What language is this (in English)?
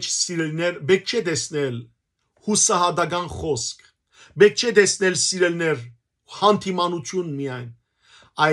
Western Armenian